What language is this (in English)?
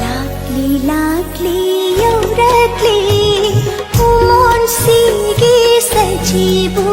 Manipuri